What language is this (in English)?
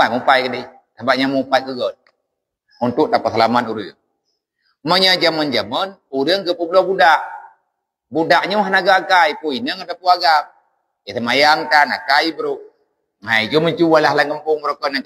Achinese